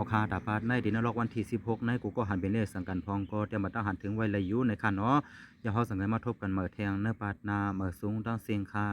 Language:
Shan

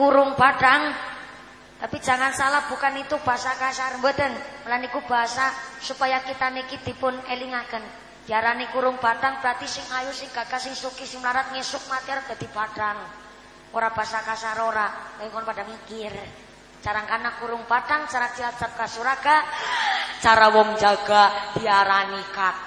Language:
Javanese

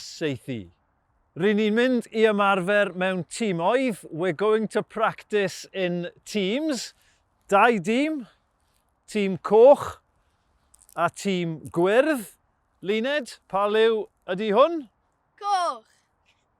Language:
Welsh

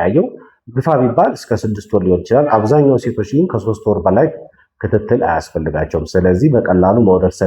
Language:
Amharic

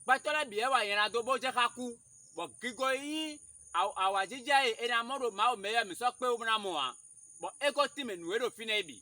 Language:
Fon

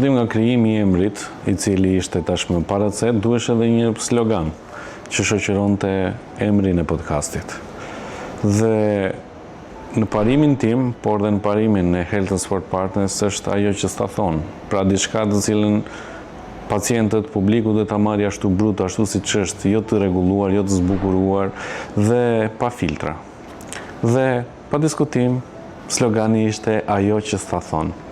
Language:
Albanian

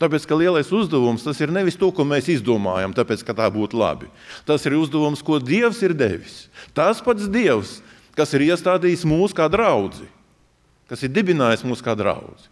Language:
Latvian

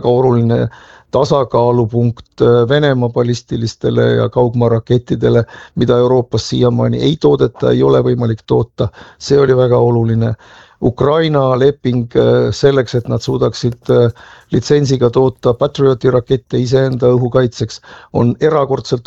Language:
Estonian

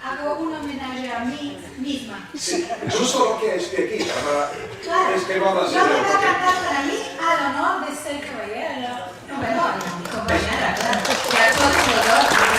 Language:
Ladino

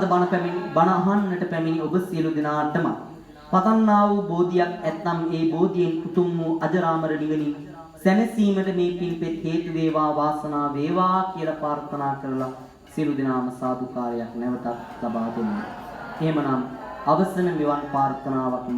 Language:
Sinhala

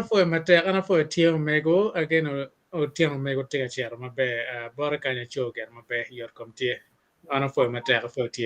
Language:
Acoli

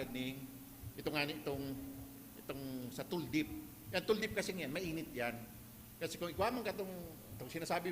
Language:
Bikol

